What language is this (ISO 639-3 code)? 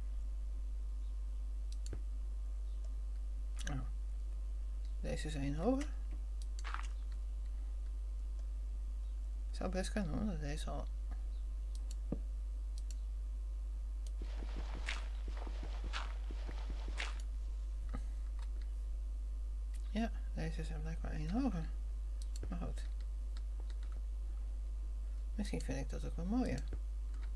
nld